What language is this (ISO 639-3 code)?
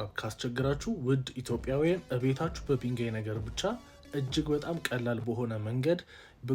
amh